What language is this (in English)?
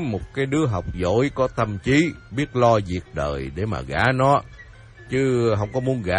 Vietnamese